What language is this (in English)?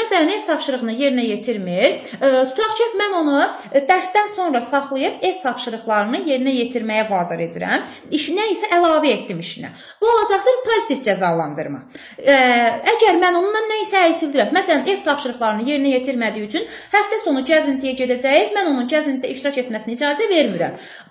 Azerbaijani